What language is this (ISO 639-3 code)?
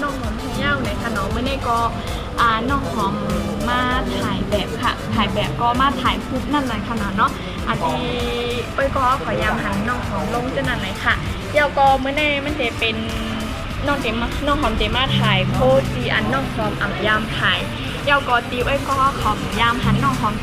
shn